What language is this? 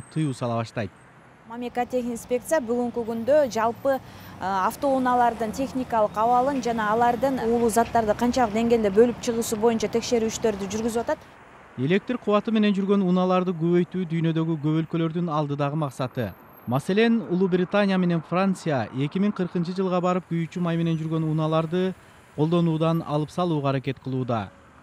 Kyrgyz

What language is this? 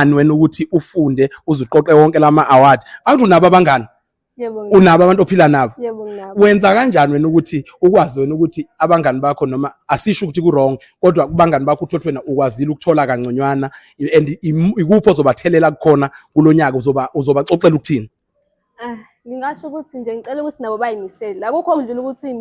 Zulu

